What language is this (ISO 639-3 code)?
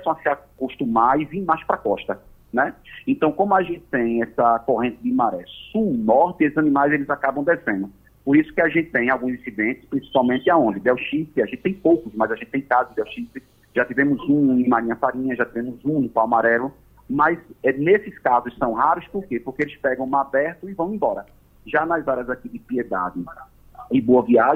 por